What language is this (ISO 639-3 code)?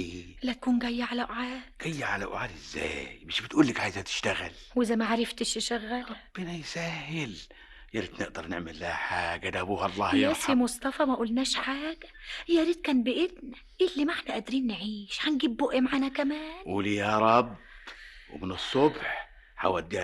arz